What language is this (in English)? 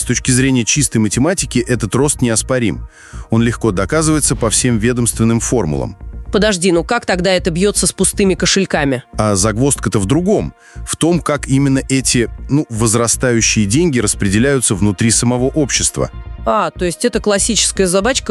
Russian